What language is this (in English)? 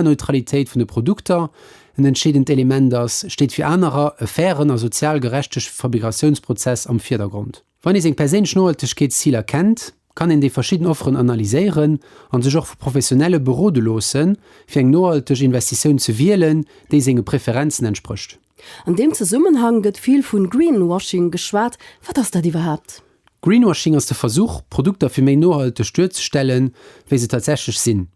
Luxembourgish